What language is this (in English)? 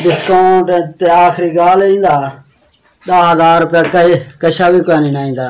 Saraiki